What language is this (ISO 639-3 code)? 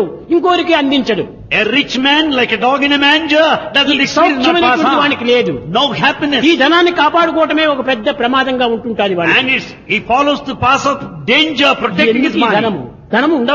tel